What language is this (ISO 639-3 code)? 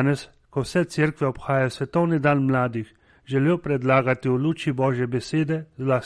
slv